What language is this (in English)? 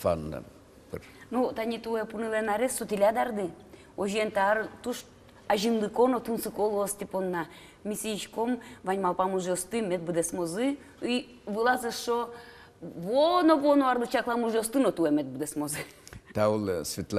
Udmurt